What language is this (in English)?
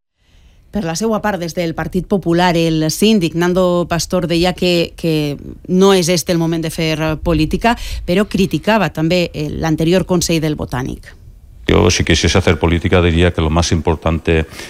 Catalan